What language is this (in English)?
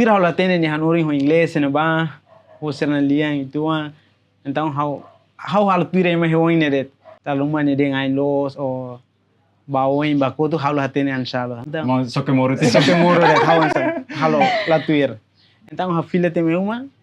Tetum